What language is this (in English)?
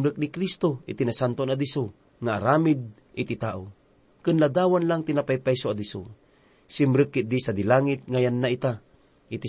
Iloko